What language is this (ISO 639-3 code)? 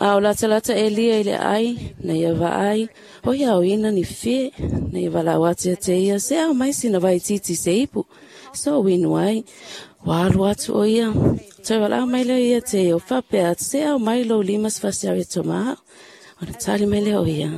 smo